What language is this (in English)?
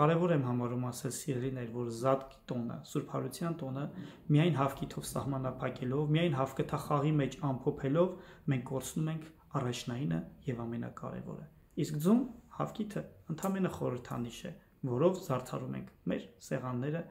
Armenian